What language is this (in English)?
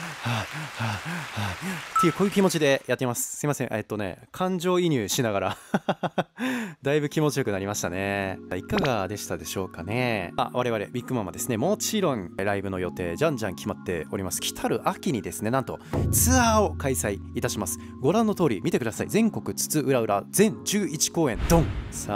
Japanese